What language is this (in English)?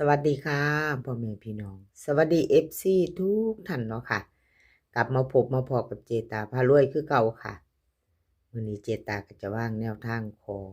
Northeastern Thai